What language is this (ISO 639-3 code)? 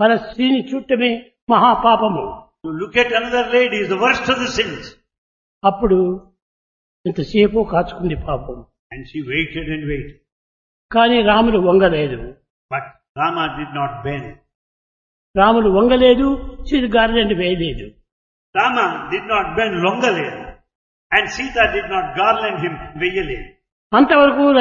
tel